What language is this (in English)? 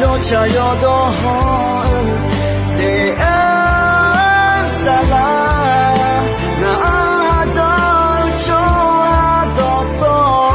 Akha